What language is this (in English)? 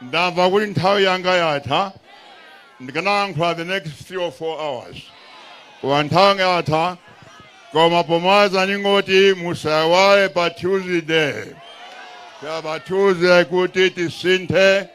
Nyanja